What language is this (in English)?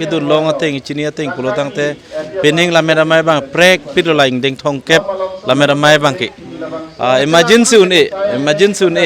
Karbi